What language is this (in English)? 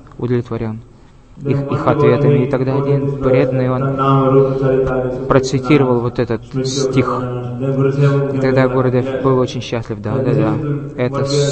Russian